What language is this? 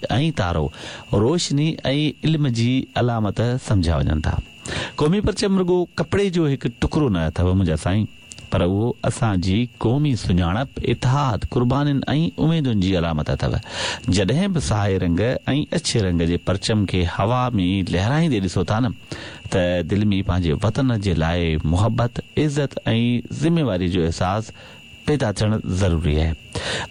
Sindhi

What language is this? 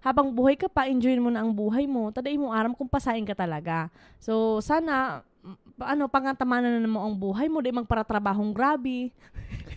Bikol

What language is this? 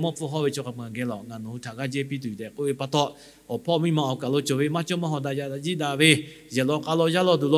Lahu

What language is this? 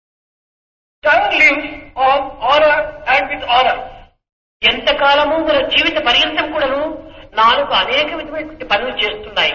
Telugu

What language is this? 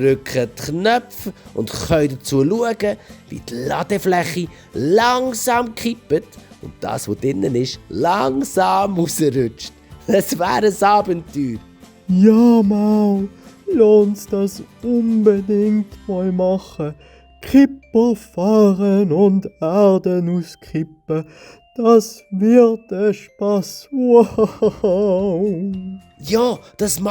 Swiss German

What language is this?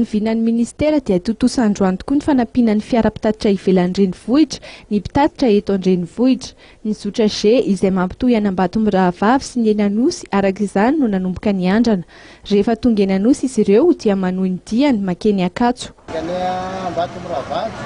Malagasy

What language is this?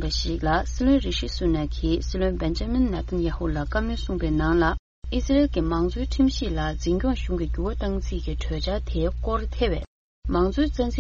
Tibetan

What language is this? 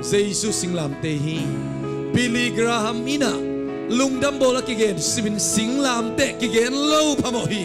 Tedim Chin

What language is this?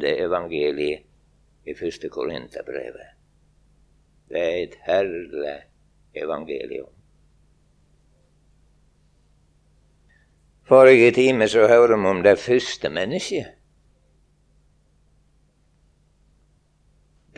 Norwegian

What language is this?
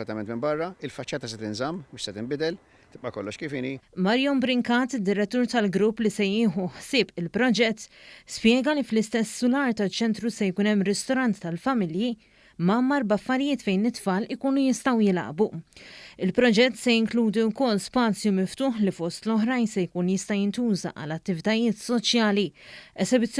Maltese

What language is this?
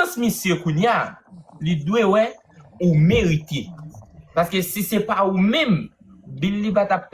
Haitian Creole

